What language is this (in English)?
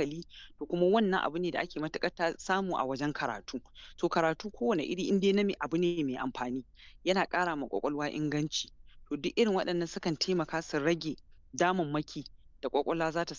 Hausa